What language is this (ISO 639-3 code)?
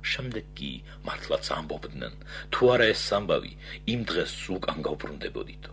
kat